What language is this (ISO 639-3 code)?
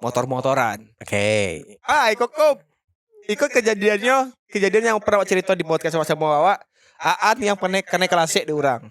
min